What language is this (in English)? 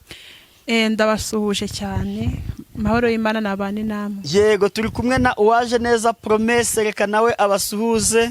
Kinyarwanda